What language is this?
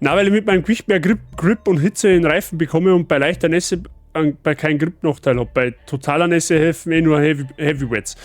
Bavarian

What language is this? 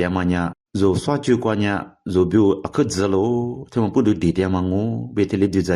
Lisu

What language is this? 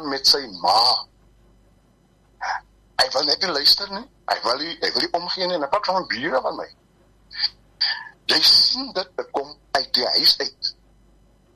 Afrikaans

